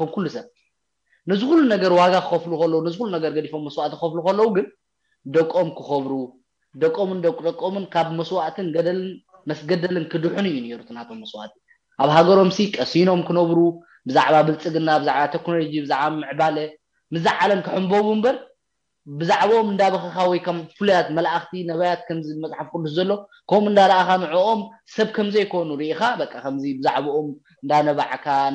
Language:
Tigrinya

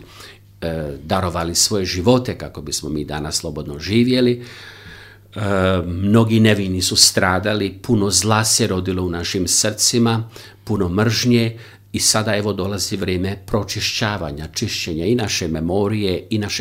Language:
Croatian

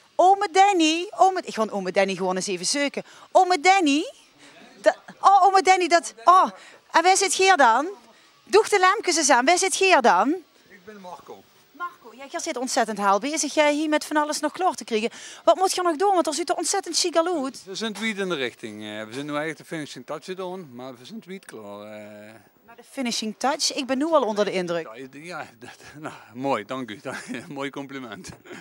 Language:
Limburgish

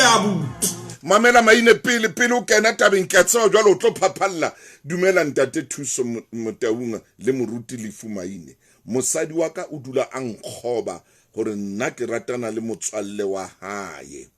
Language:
Southern Sotho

